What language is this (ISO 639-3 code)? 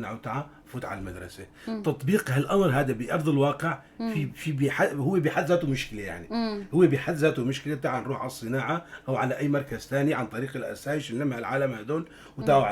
apc